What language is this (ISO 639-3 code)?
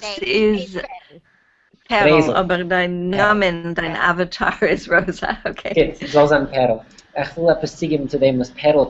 yid